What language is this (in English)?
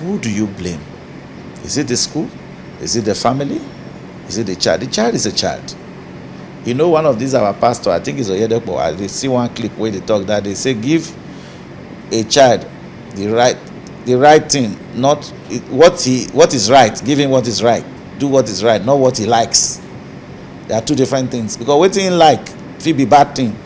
Nigerian Pidgin